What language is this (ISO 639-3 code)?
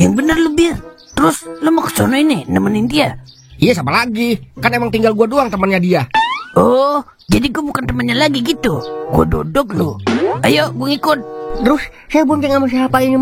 bew